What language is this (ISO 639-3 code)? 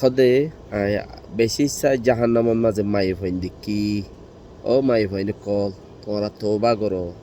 rhg